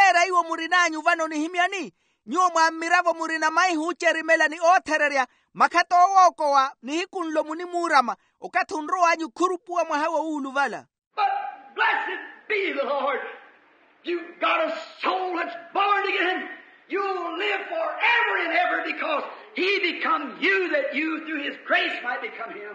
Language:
Makhuwa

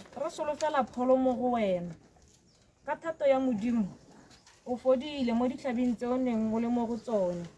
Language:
Tswana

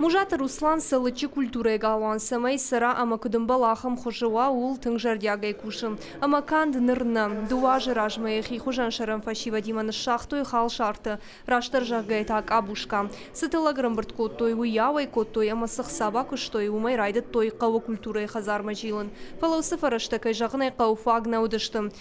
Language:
Ossetic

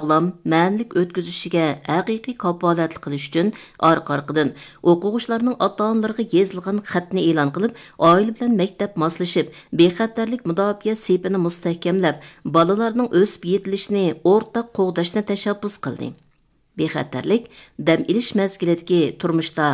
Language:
Uyghur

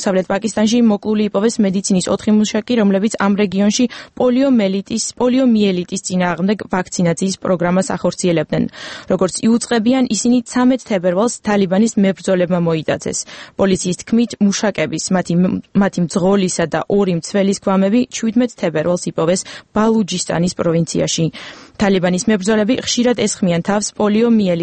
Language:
Georgian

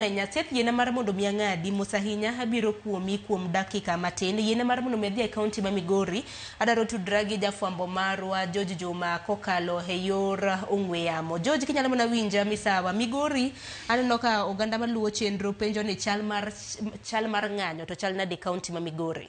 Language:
Luo (Kenya and Tanzania)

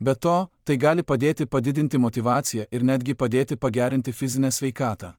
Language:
Lithuanian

